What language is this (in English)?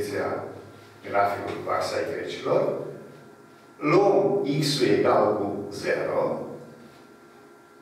Romanian